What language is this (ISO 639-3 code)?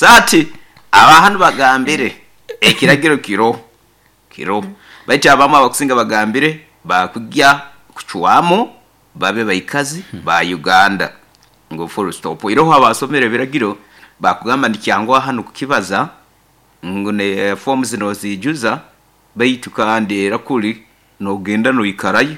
nyo